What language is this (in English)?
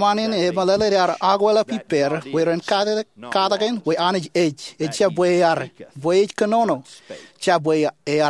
Marshallese